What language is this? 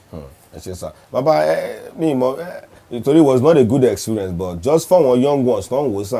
Yoruba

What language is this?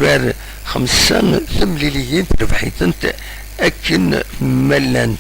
Kabyle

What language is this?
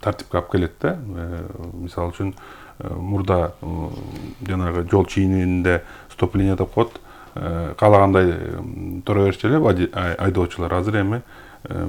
Kyrgyz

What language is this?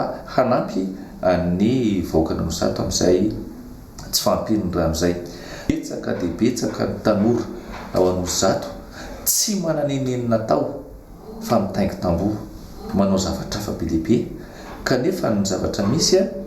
Malagasy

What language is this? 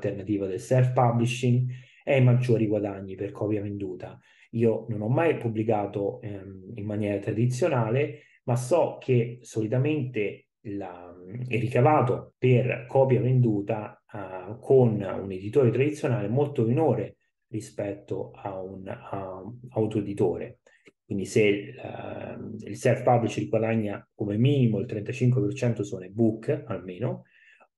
Italian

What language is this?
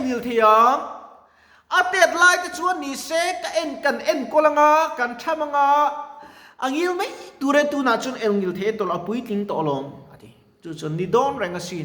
Mizo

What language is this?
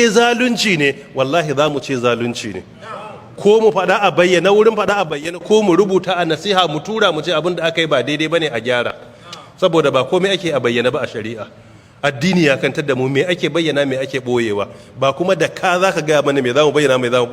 Hausa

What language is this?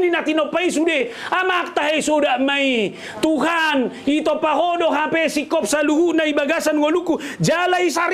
Batak Toba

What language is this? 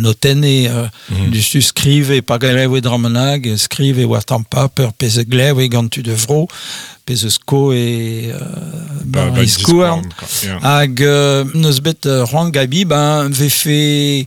Breton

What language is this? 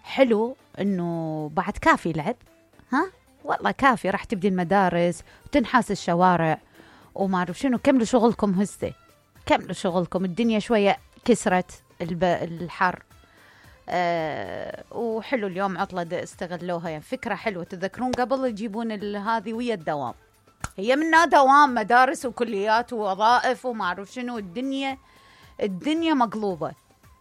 Mesopotamian Arabic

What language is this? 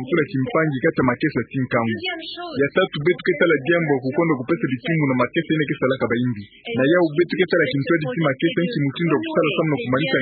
Kituba (Democratic Republic of Congo)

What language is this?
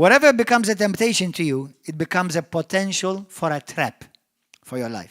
English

